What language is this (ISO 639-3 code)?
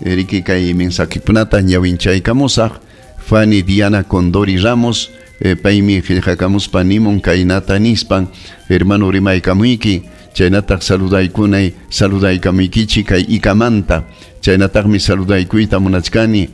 quy